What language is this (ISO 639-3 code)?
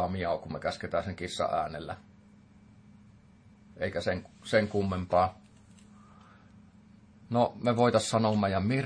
fin